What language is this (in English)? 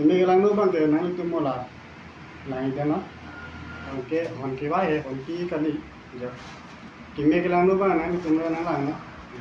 Karbi